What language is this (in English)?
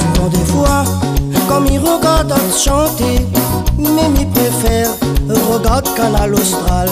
Réunion Creole French